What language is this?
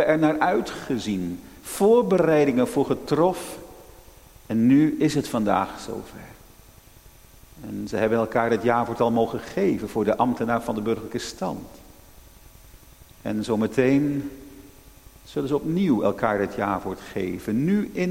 Dutch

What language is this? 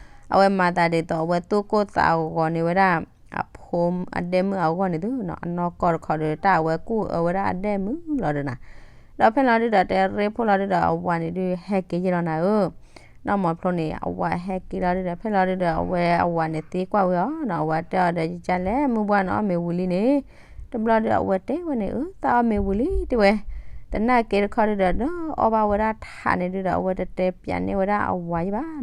S'gaw Karen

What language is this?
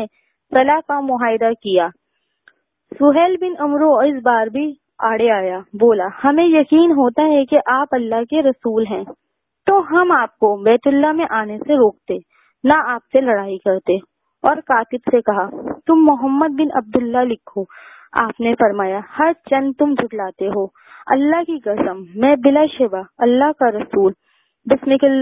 Urdu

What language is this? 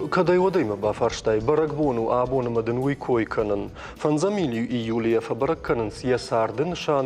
Ossetic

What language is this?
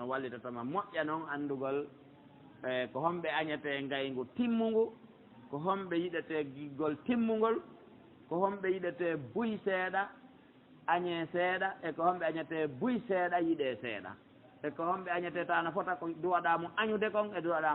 Pular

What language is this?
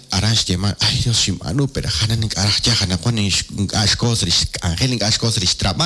Kekchí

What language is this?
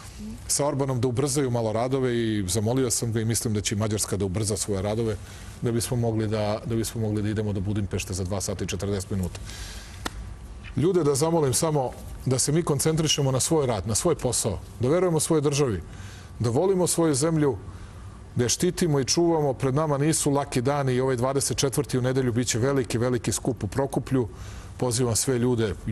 Serbian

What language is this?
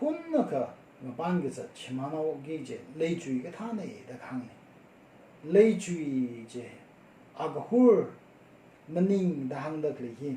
Tangkhul Naga (India)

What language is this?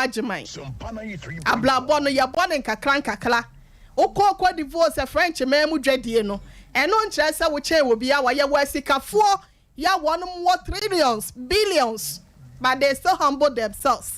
Akan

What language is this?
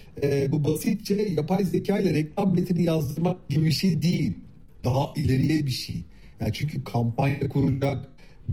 Turkish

